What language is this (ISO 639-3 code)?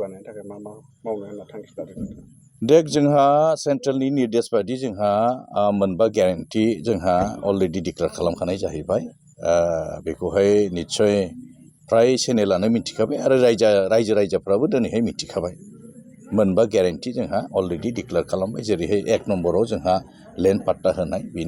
brx